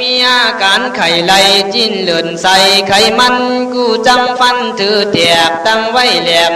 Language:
Khün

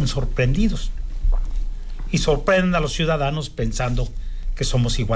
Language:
Spanish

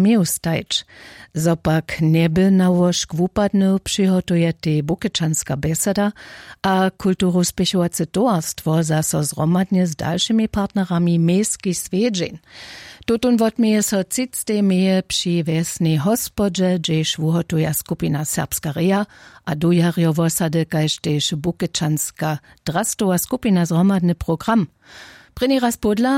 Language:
Upper Sorbian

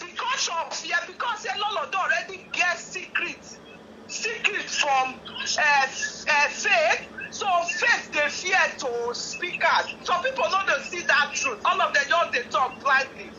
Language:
Nigerian Pidgin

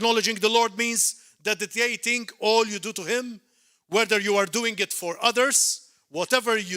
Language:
English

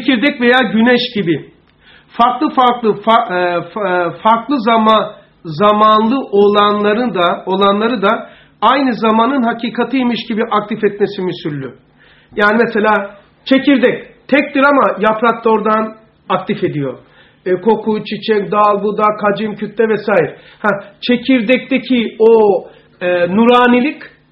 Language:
Turkish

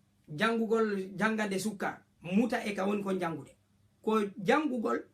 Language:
Fula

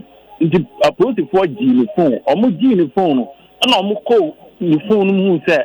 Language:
Akan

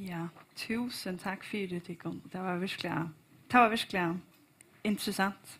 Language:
Faroese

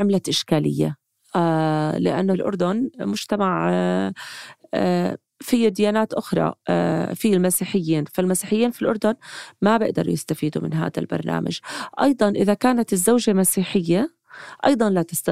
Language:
North Levantine Arabic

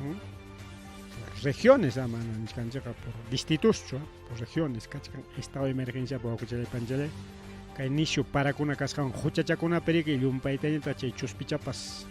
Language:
Ayacucho Quechua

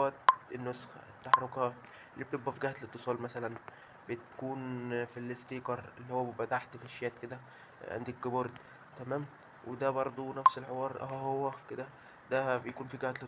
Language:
Egyptian Arabic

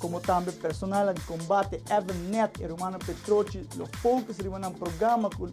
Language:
Papiamento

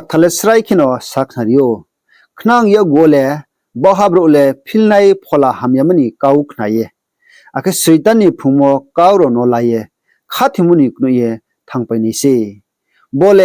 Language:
Riang (India)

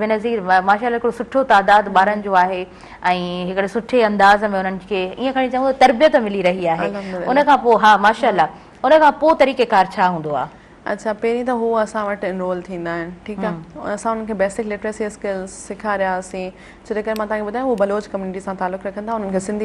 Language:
Sindhi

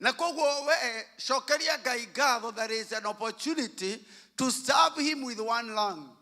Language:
Kikuyu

